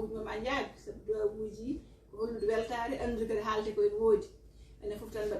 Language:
Fula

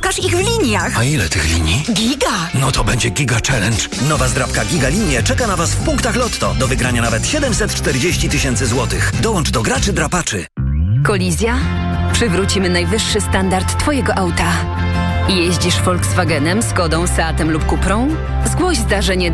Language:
Polish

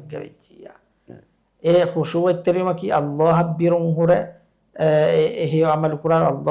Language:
Divehi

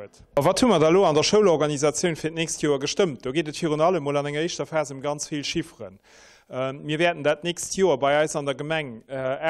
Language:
Luxembourgish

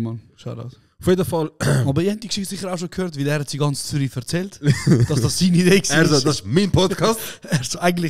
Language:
Swiss German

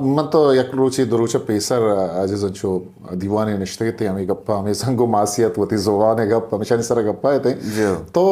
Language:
Eastern Balochi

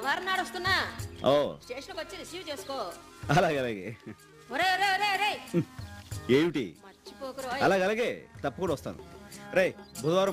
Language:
Telugu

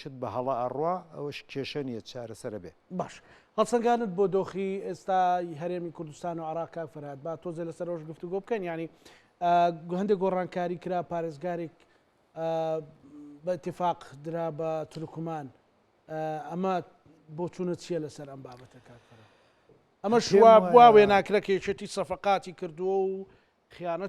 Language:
Central Kurdish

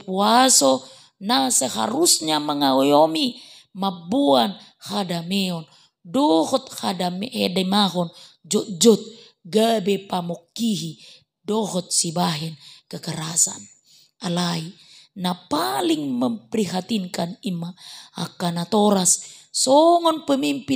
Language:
Batak Toba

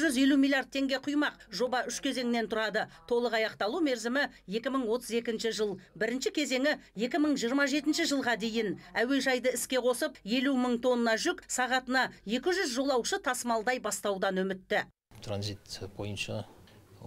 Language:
Kazakh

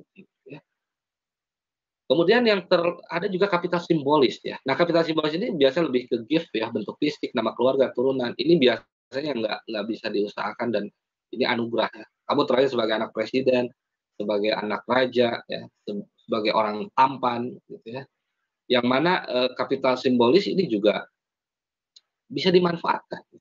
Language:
Indonesian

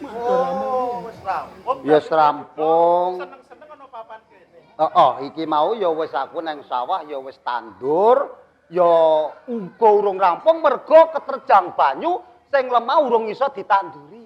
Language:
Javanese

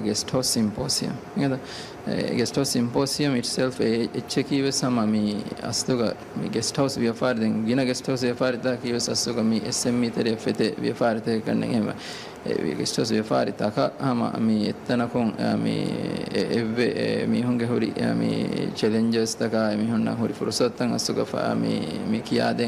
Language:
Divehi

